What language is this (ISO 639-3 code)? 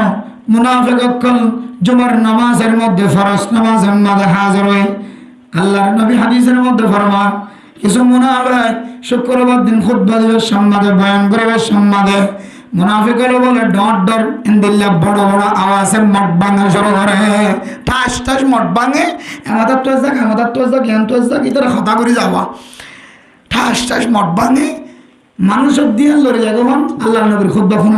rhg